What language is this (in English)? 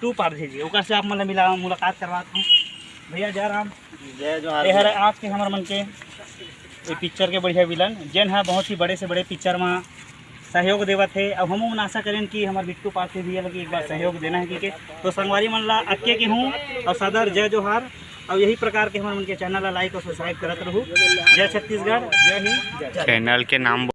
Chhattisgarhi